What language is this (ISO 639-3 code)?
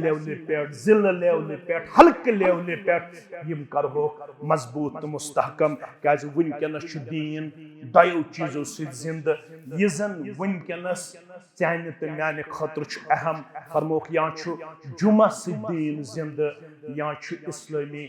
kas